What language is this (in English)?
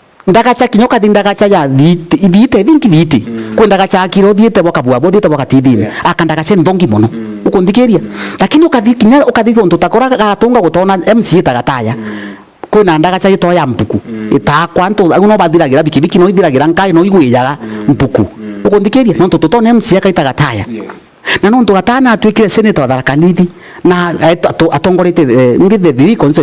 Meru